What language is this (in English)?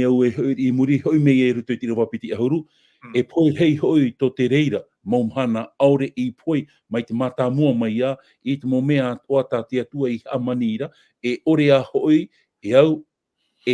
Tahitian